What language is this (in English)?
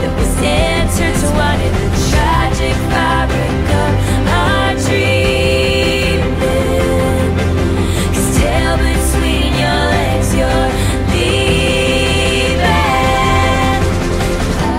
English